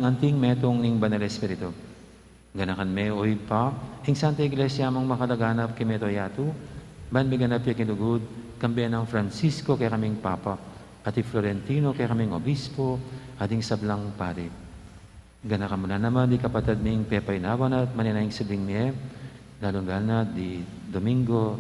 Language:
Pampanga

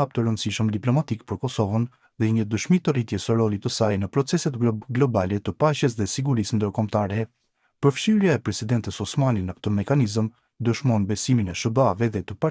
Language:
Albanian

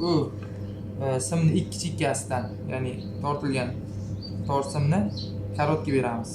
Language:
Uzbek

